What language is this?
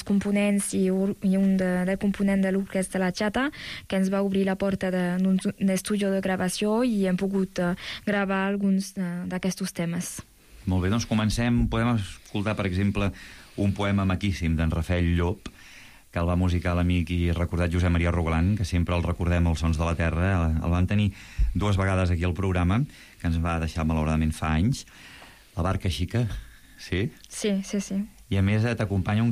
Catalan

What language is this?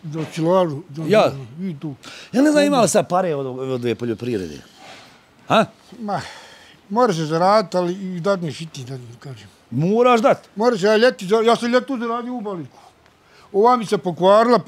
Bosnian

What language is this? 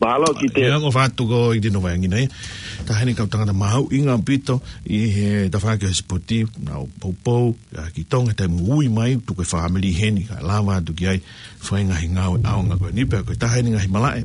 Tongan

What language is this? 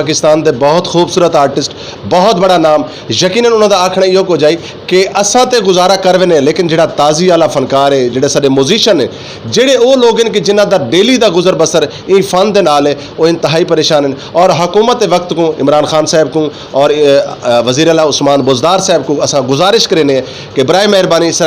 Saraiki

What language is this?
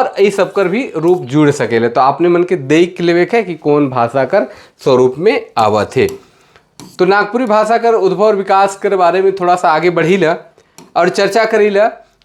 Sadri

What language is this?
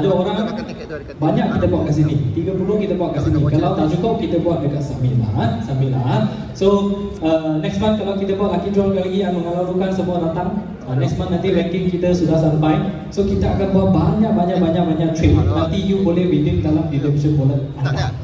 Malay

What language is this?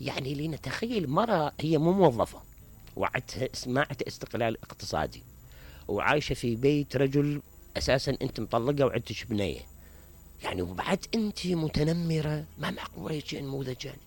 Mesopotamian Arabic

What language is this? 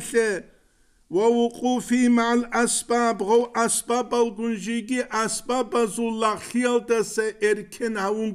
Avaric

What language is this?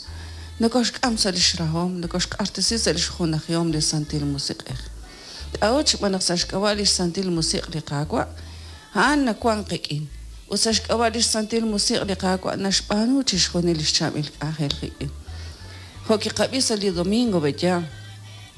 Kekchí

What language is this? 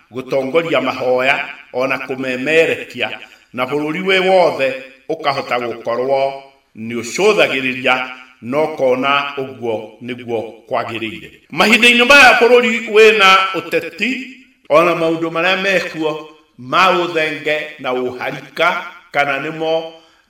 Kikuyu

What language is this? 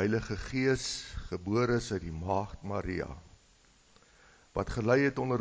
Afrikaans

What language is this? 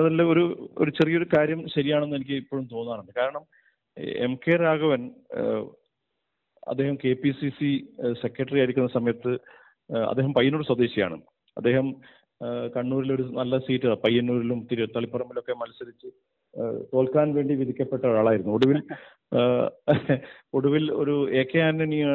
Malayalam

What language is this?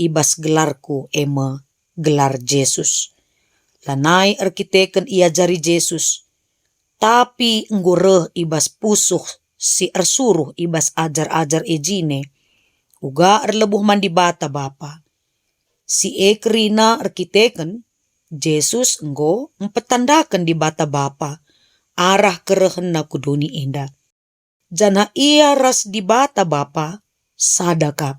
Batak Karo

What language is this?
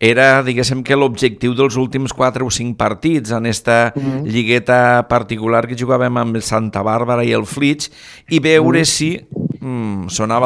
Catalan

